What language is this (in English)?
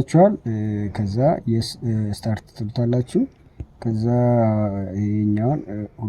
Amharic